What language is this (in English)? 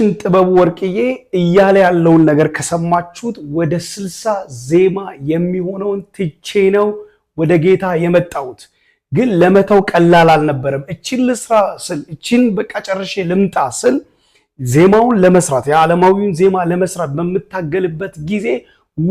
Amharic